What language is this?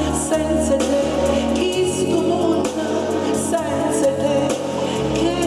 Neapolitan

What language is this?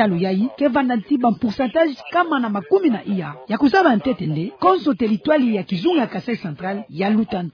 Kituba (Democratic Republic of Congo)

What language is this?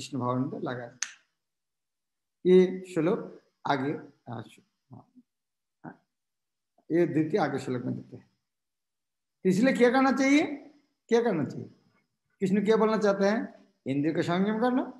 Hindi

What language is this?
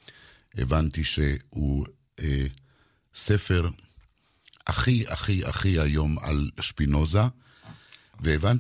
Hebrew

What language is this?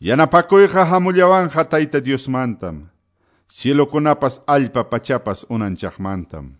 Quechua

